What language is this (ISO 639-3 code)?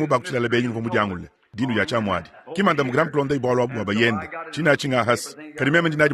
lua